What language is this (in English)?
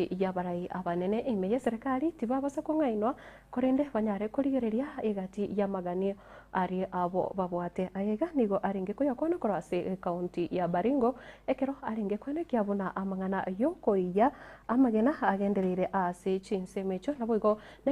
Gusii